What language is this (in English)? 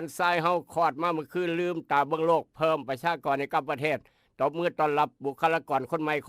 Northeastern Thai